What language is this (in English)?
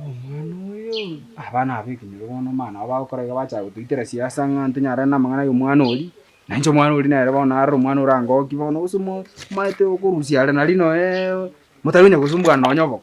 Gusii